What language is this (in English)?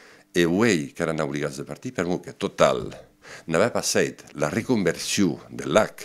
Occitan